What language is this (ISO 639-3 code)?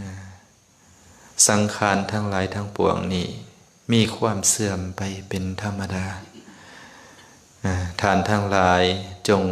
lao